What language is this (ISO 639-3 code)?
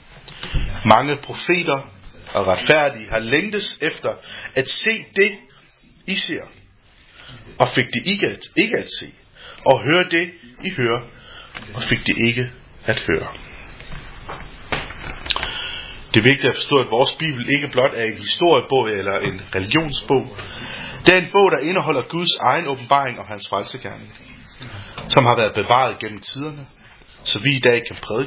dan